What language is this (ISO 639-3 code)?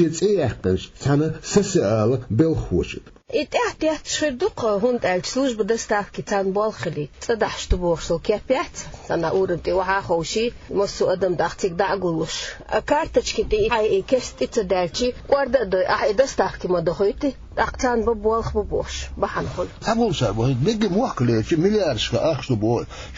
che